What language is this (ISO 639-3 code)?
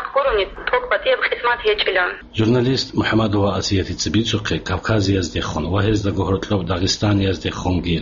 ava